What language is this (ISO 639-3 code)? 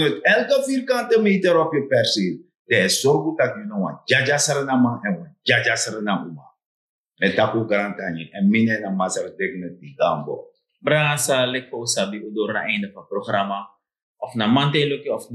srn